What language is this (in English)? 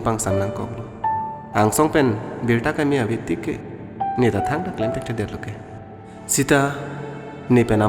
Karbi